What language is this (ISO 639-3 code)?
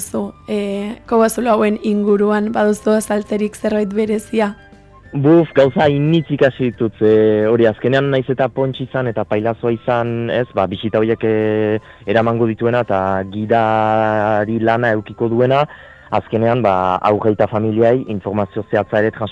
eus